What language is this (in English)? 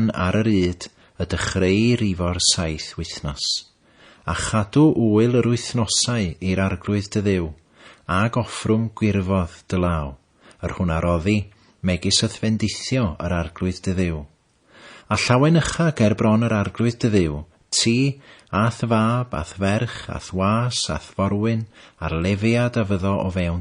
Welsh